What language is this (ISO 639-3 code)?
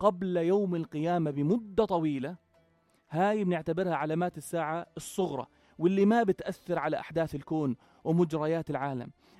apc